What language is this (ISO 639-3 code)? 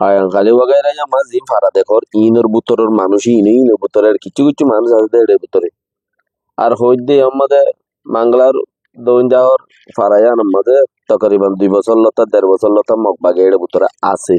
rhg